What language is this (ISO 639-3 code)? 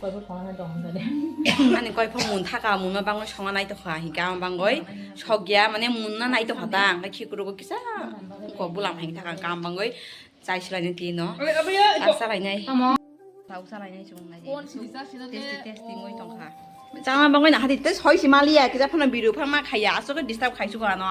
trp